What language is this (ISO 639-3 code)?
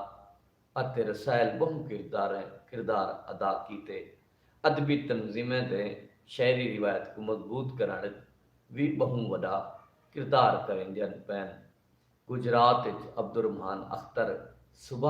skr